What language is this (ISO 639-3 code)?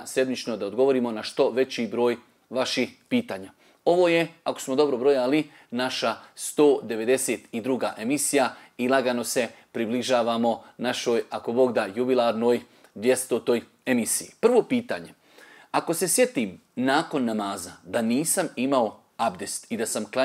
bos